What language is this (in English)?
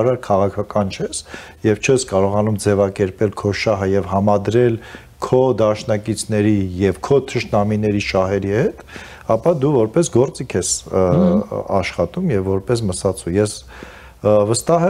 Armenian